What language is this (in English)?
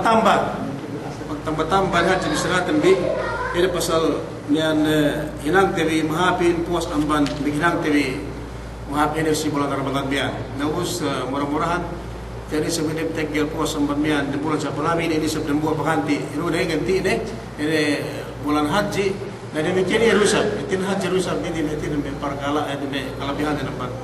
Yakan